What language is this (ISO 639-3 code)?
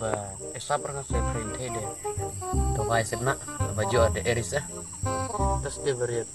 kha